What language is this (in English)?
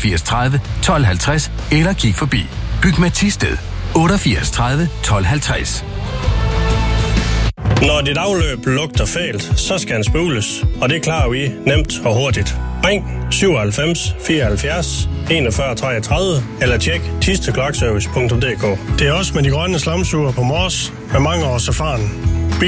Danish